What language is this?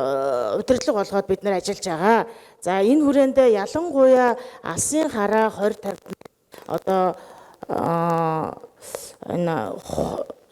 Mongolian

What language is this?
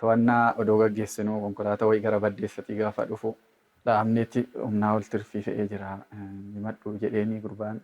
Oromo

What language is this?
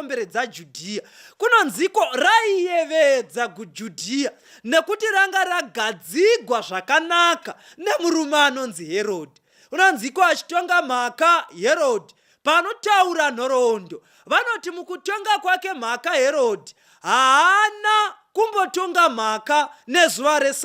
Shona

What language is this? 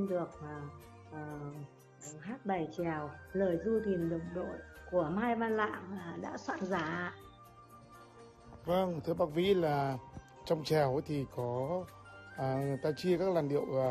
Vietnamese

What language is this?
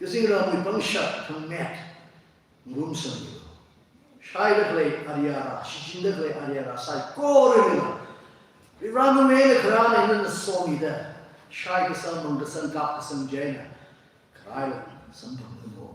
Tangkhul Naga (India)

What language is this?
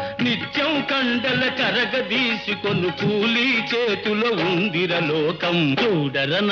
Telugu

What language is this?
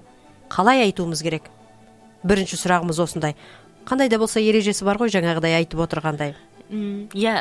Kazakh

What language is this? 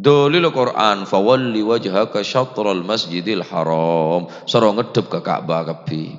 Madurese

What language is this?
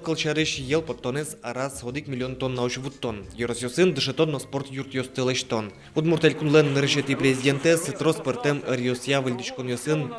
Udmurt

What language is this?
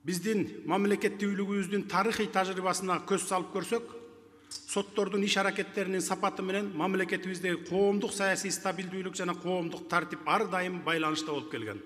Kyrgyz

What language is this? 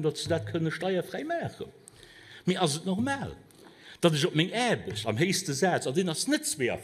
Luxembourgish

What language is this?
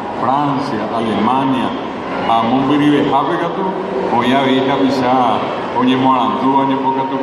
Guarani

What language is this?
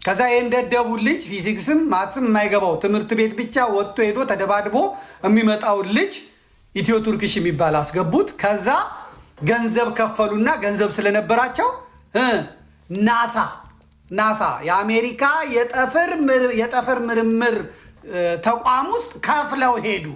Amharic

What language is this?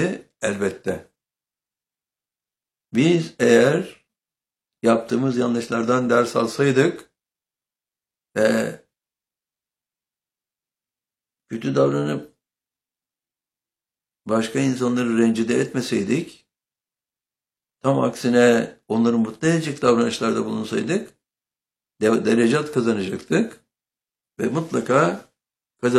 Turkish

